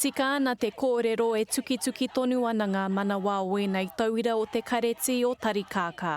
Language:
Māori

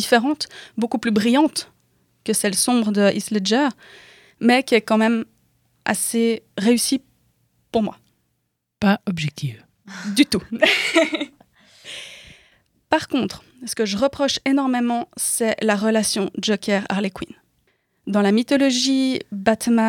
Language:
French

